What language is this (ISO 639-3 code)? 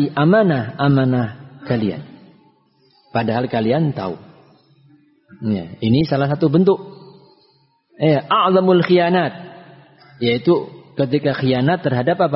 ind